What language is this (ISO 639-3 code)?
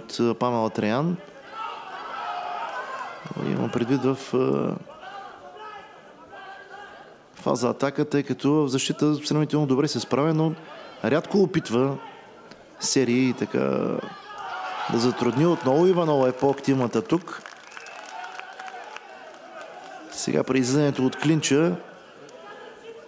bul